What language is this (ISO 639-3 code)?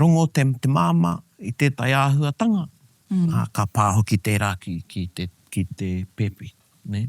mri